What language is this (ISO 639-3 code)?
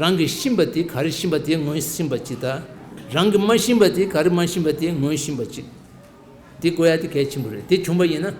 bod